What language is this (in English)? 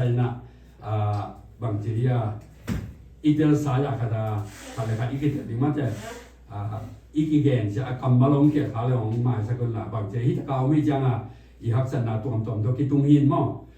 Tedim Chin